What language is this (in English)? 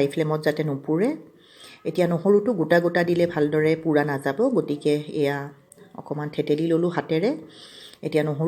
Assamese